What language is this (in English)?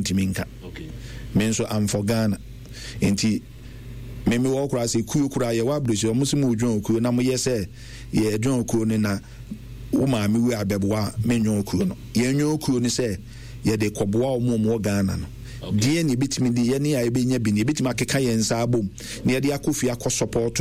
Akan